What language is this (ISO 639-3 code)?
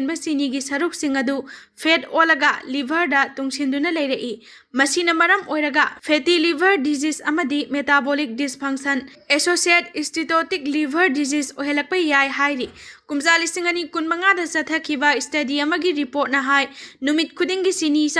mni